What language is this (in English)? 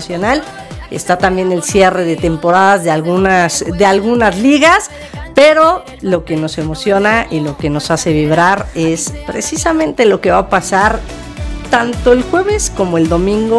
Spanish